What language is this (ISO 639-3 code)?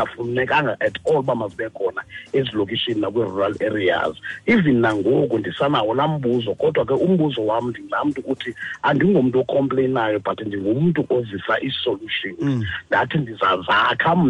xho